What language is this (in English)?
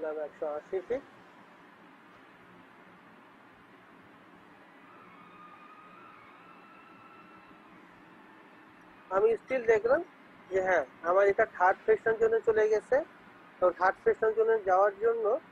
Bangla